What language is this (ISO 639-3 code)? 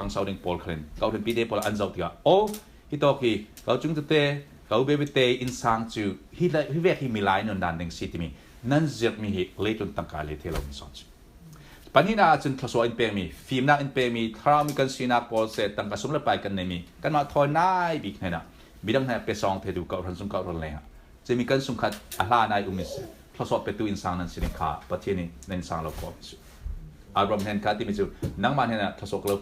cfm